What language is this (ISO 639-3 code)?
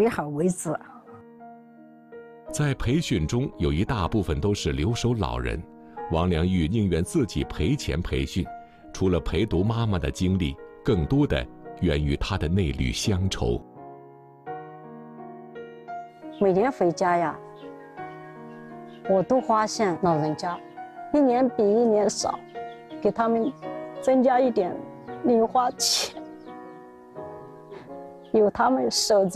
zho